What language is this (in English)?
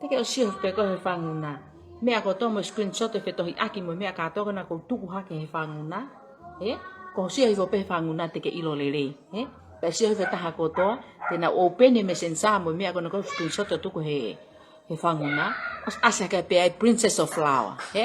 Tongan